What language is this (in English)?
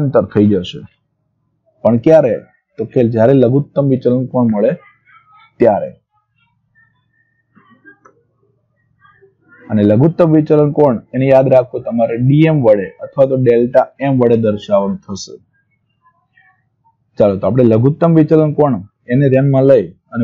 Gujarati